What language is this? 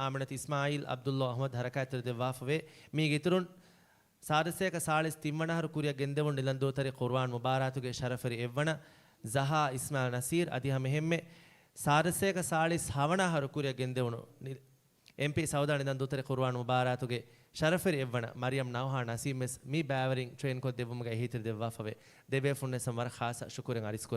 Divehi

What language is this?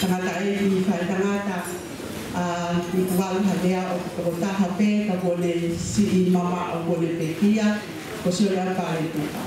Tongan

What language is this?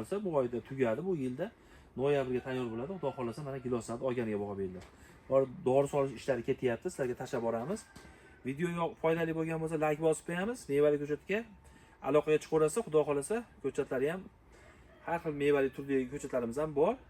Uzbek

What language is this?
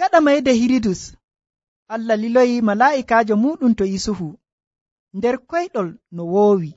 Nigerian Fulfulde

